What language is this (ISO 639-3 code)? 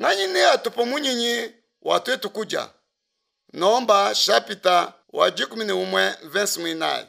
lua